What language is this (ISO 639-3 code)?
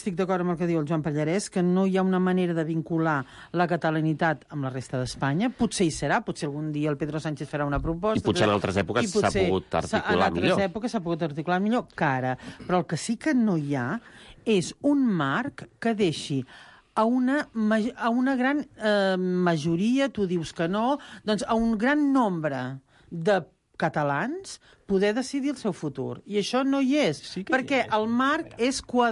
cat